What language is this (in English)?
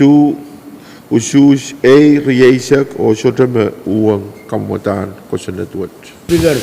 Pohnpeian